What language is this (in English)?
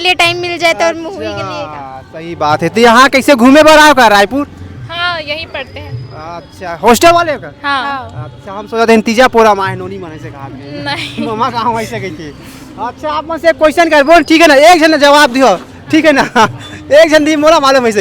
Chhattisgarhi